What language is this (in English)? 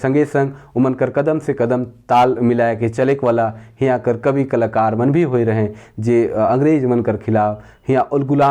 Sadri